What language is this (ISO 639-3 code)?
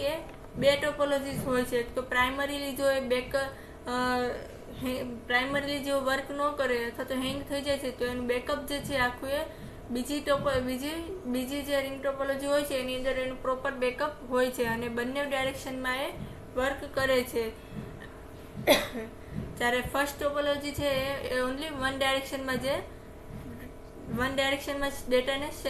guj